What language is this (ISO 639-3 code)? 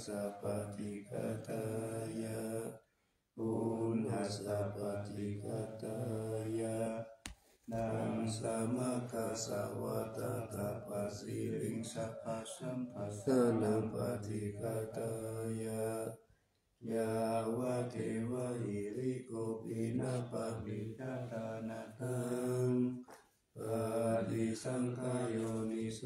pli